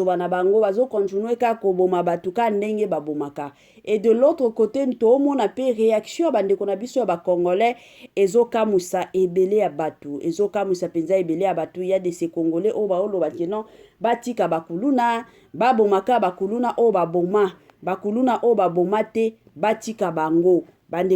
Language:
Lingala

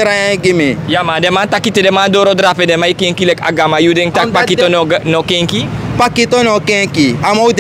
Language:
Sranan Tongo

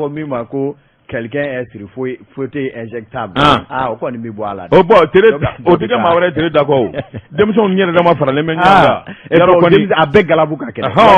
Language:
Bambara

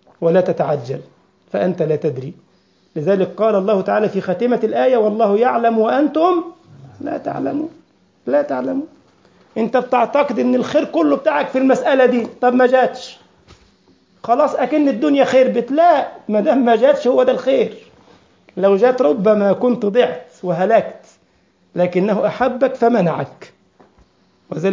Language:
Egyptian Arabic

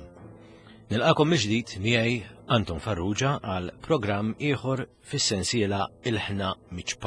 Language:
Maltese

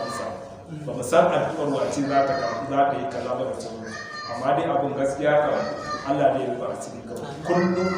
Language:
Hausa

